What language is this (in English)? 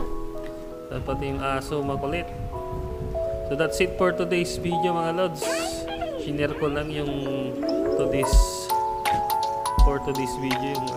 Filipino